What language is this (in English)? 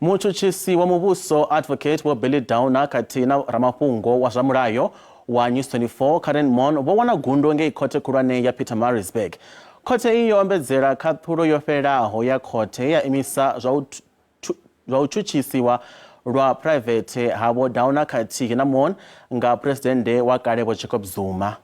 Venda